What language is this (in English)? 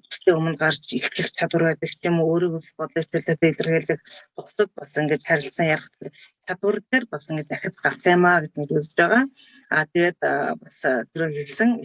Mongolian